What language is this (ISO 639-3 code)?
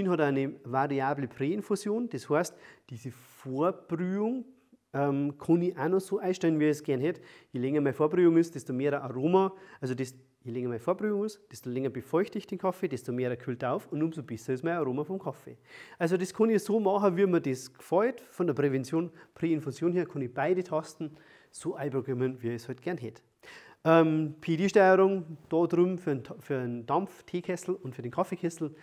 deu